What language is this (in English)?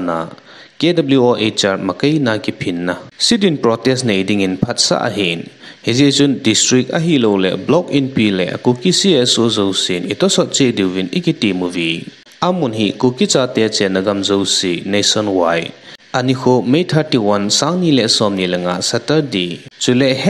Thado Chin